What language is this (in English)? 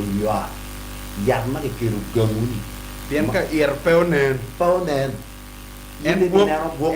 Acoli